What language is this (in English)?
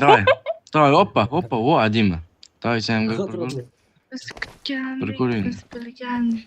Kara-Kalpak